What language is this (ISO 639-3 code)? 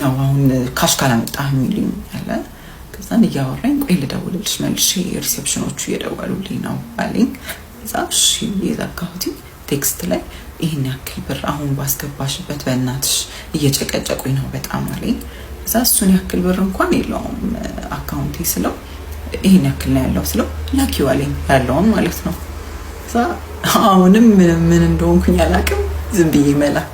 amh